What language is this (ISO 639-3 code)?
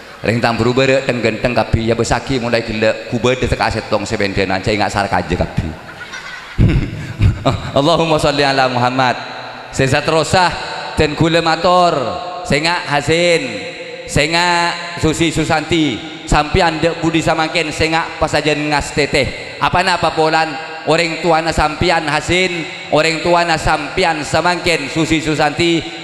mad